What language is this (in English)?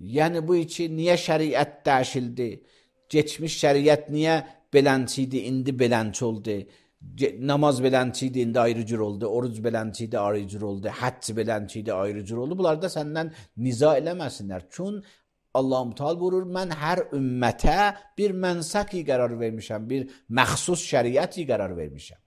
Azerbaijani